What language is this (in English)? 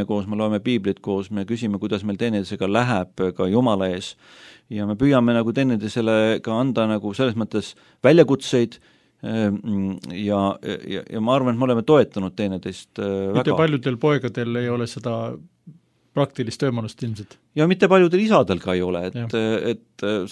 Estonian